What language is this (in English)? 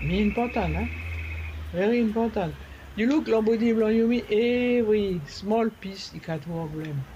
Bislama